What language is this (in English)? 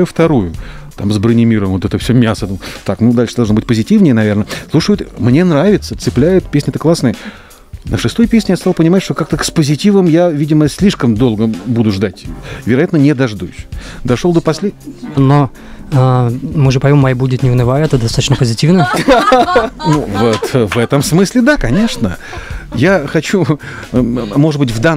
Russian